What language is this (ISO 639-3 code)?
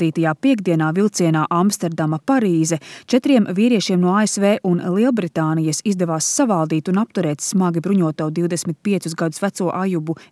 lav